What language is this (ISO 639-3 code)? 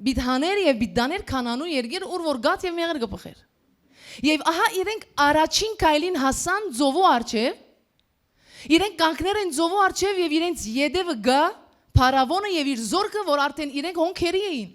hyw